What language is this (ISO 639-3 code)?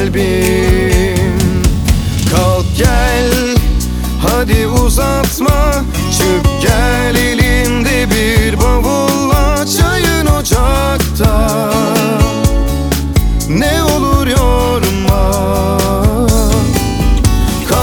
tur